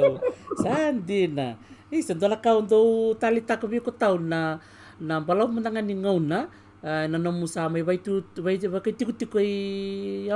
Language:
Fijian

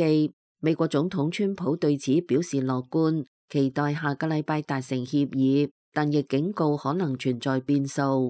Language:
Cantonese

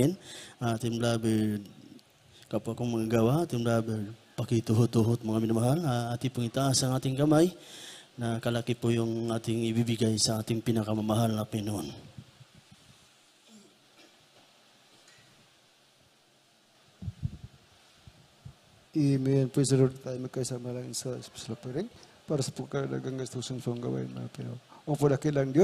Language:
Filipino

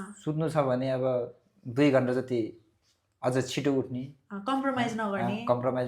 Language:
Nepali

